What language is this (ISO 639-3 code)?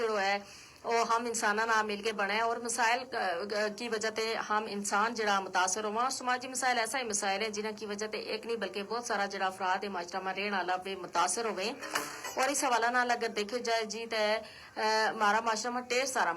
gju